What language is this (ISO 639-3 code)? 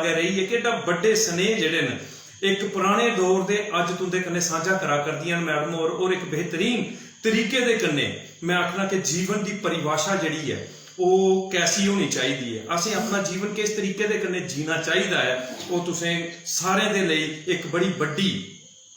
doi